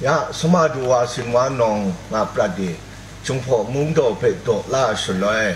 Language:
Kachin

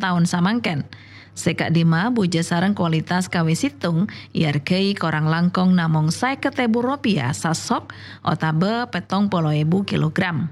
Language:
Madurese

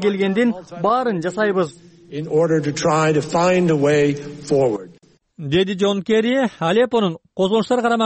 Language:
Kyrgyz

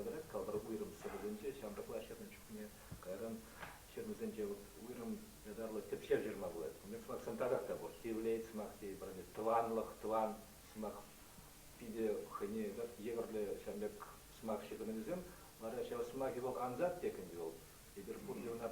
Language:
Chuvash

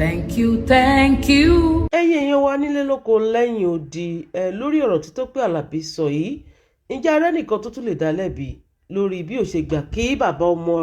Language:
Yoruba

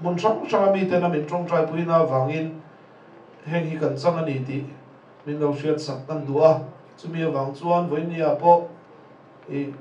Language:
Mizo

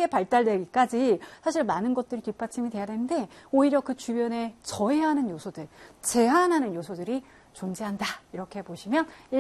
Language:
Korean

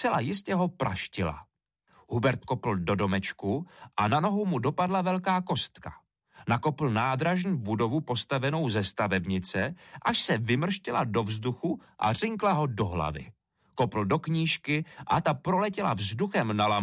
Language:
Czech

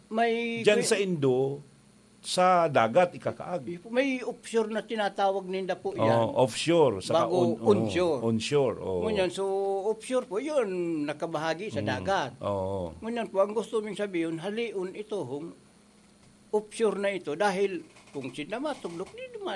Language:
Bikol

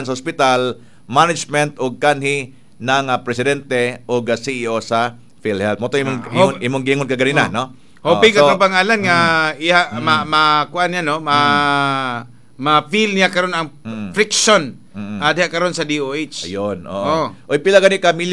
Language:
Cebuano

